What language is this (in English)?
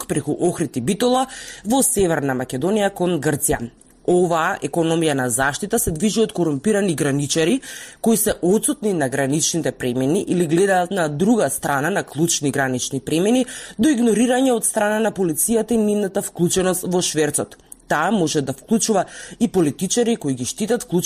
Macedonian